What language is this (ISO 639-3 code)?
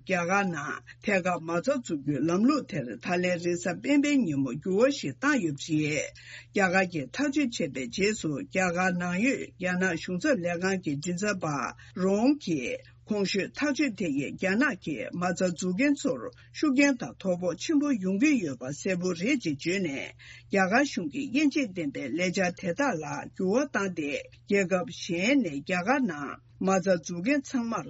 bod